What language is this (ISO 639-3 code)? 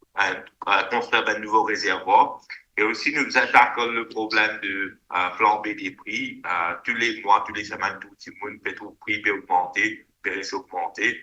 mfe